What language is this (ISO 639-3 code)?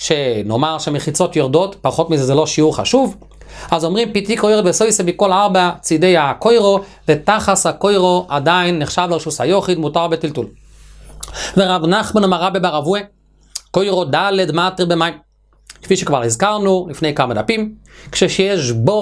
heb